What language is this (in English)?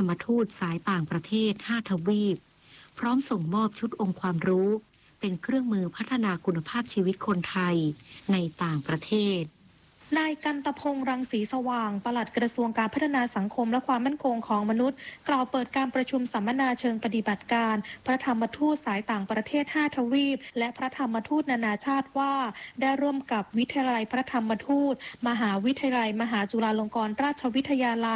Thai